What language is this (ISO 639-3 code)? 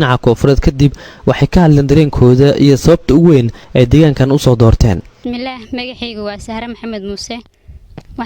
som